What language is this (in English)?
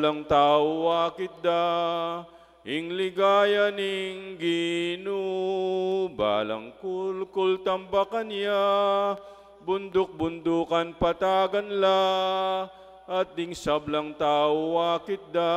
Pampanga